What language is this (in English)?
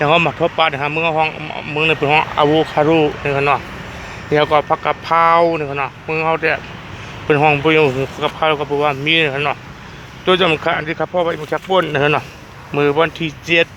Shan